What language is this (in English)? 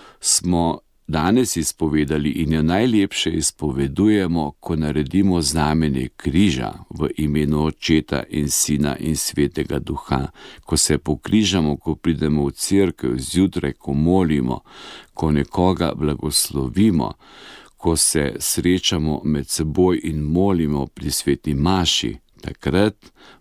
Slovenian